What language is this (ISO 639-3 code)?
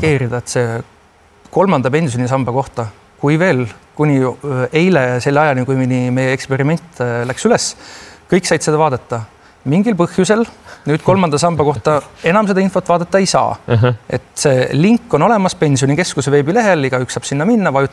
est